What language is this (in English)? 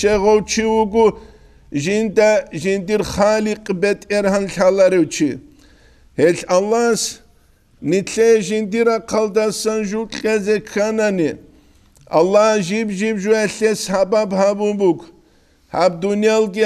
Avaric